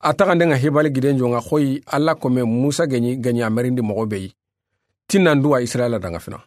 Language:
Soninke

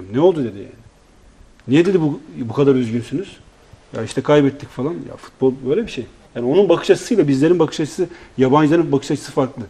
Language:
Turkish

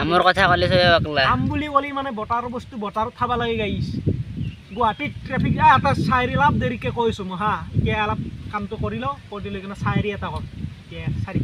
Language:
Assamese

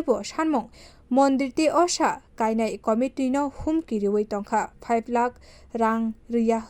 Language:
Kok Borok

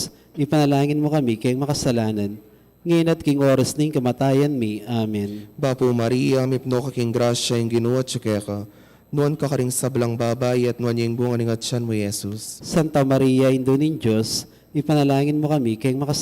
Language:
Pampanga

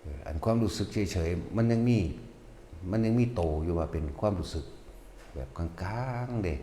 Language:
Northeastern Thai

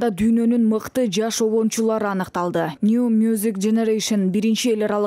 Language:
Kyrgyz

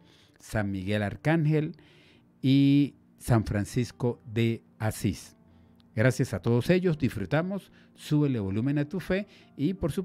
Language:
Spanish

